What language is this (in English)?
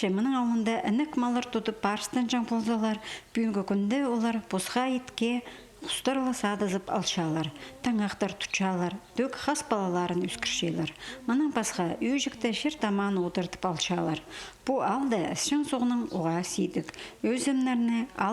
Khakas